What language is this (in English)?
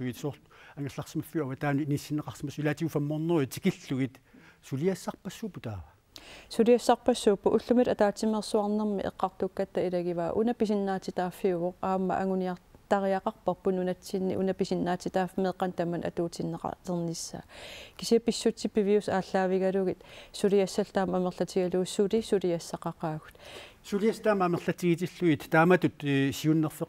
Kalaallisut